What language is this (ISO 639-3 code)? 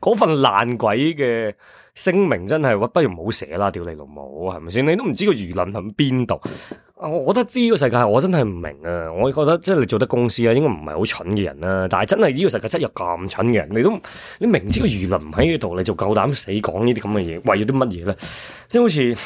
yue